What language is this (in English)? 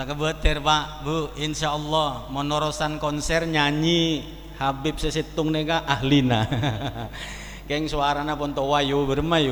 Madurese